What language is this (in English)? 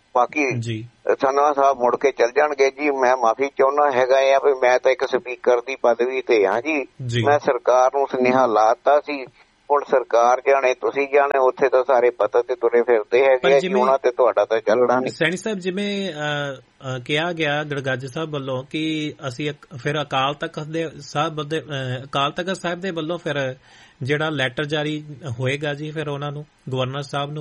Punjabi